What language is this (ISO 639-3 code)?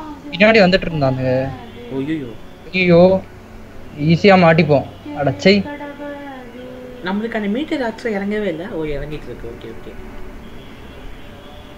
tam